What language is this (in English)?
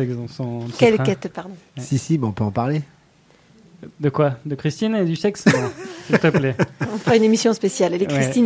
French